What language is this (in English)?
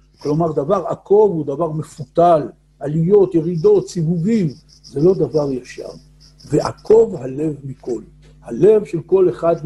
Hebrew